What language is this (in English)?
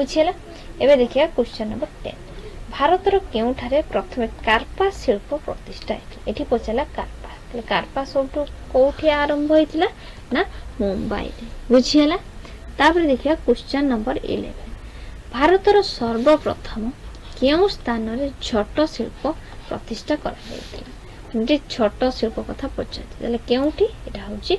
Odia